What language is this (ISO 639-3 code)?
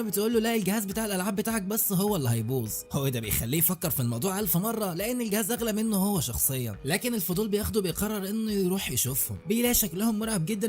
arz